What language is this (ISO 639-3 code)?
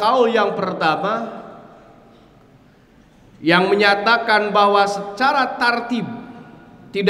ind